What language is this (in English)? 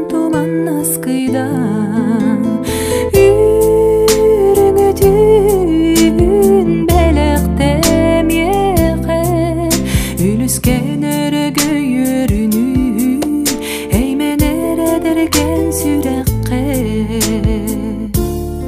Yakut